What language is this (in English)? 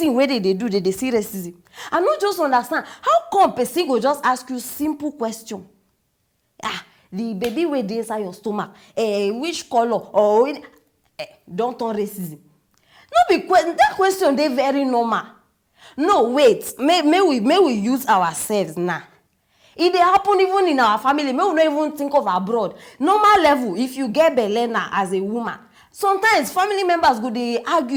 Nigerian Pidgin